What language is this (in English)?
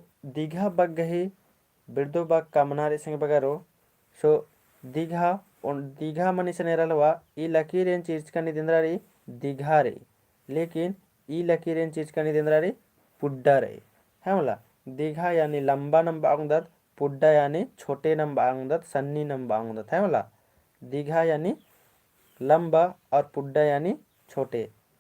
Kurukh